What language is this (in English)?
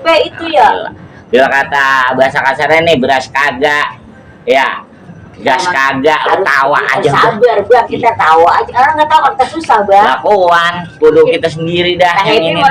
Betawi